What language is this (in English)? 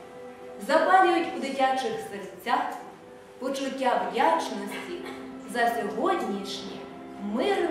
Ukrainian